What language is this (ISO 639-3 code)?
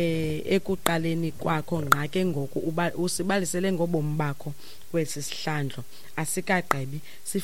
xho